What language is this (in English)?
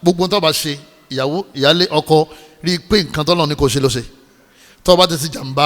Yoruba